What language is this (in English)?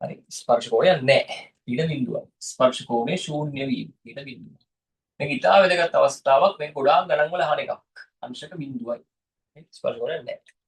Sinhala